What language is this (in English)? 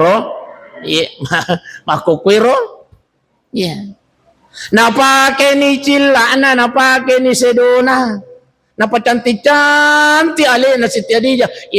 Buginese